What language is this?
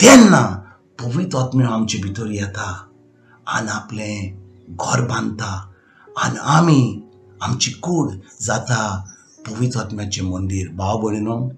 Konkani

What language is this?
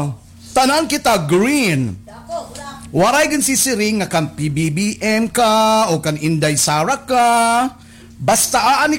Waray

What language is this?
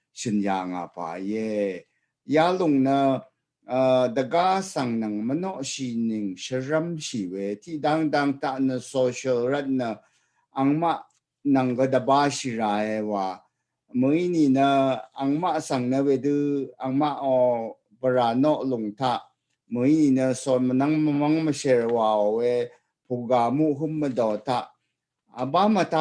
Rawang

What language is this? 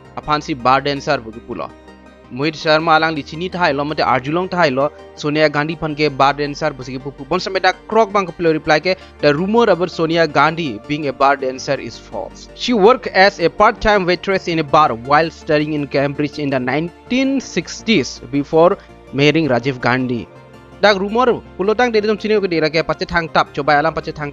Karbi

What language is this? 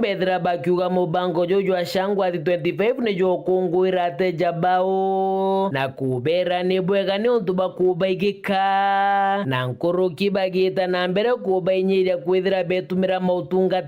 Meru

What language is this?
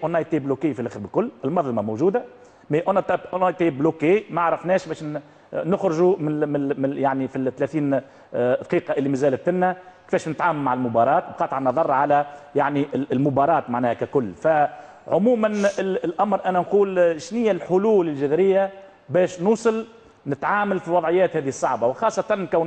Tunisian Arabic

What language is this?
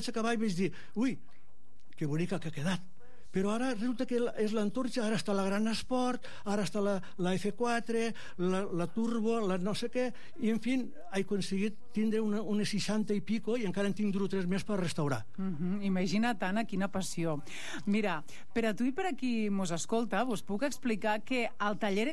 Catalan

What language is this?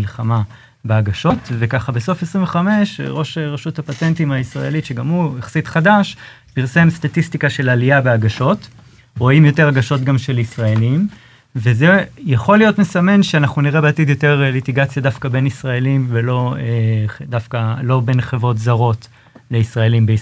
Hebrew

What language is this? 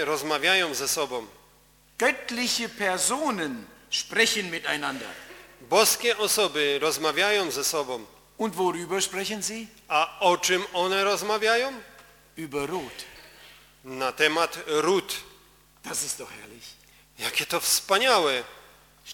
Polish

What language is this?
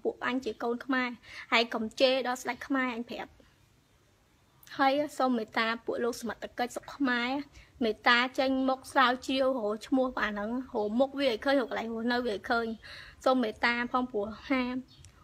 Khmer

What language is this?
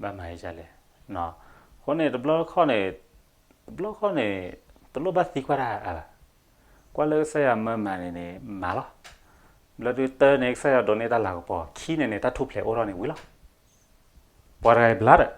S'gaw Karen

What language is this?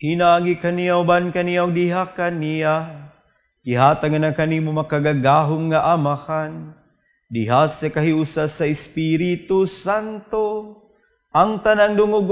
Cebuano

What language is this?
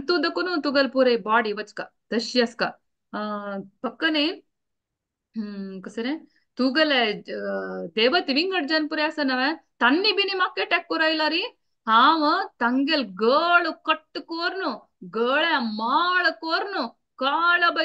Konkani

